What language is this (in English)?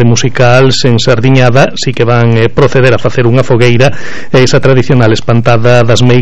Galician